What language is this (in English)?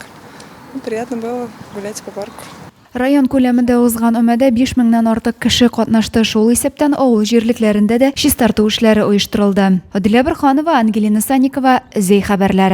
Tatar